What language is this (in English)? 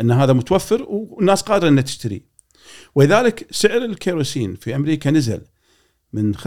Gulf Arabic